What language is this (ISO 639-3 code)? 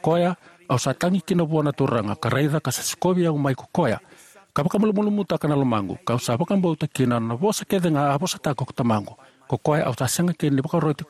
fij